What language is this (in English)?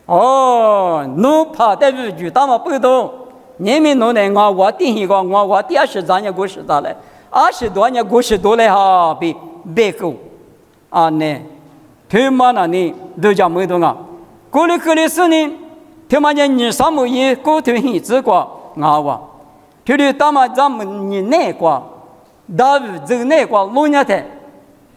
Lisu